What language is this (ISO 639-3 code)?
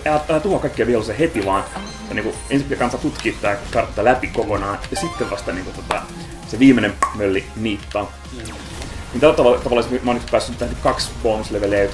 fin